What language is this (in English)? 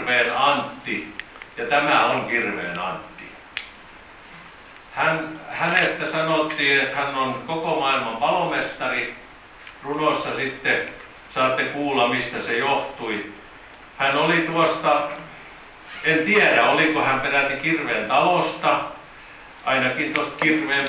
Finnish